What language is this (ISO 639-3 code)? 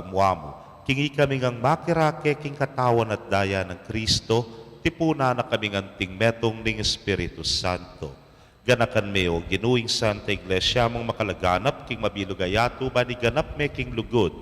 pam